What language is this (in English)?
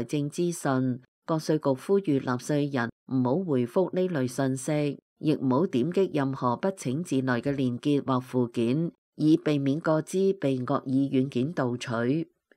Cantonese